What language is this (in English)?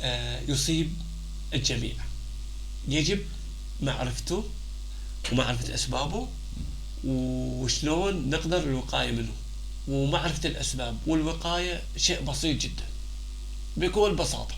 North Levantine Arabic